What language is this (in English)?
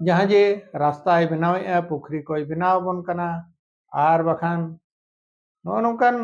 Santali